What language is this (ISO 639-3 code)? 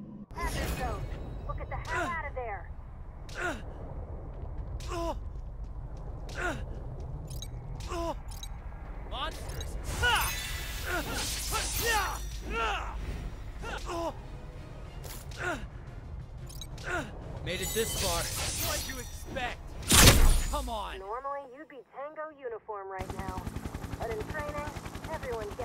eng